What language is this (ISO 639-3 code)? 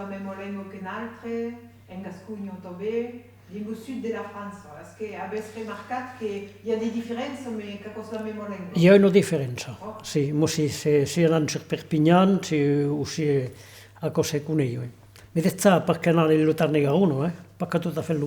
oci